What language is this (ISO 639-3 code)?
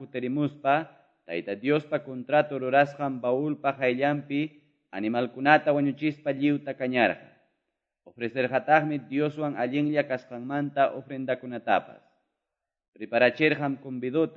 que